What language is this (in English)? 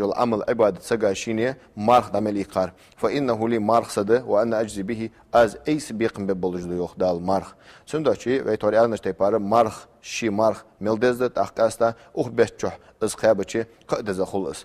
Ingush